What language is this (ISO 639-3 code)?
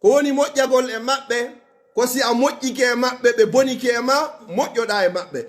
ful